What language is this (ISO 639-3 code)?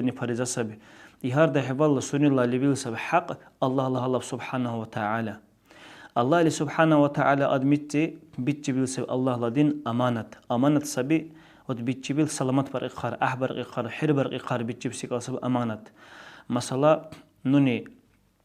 dar